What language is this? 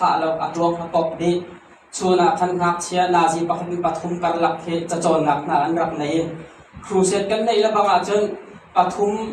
Hakha Chin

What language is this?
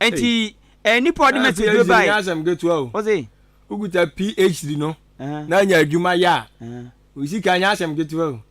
Akan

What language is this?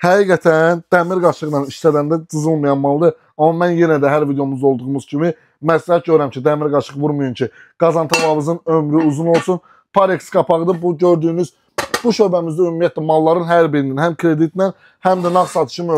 Azerbaijani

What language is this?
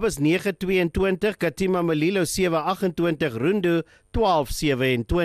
Afrikaans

